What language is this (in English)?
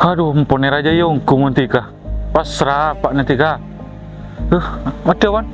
Madurese